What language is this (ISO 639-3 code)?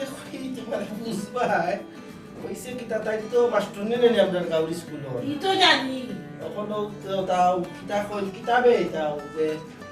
syl